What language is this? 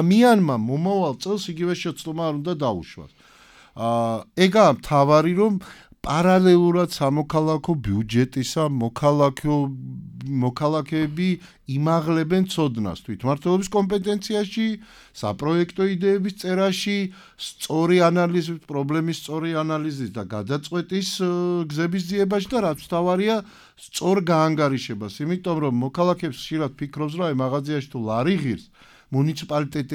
Georgian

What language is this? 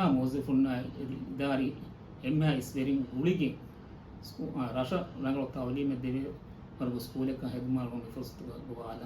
Divehi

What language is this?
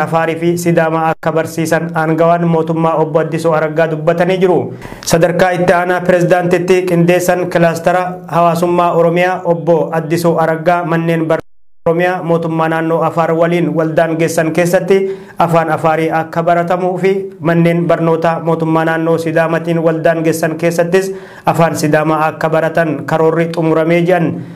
Oromo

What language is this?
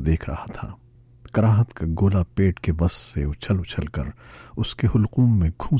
Urdu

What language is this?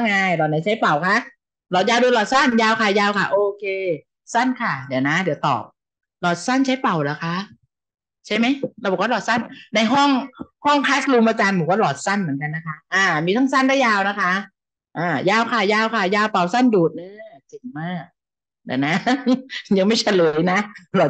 Thai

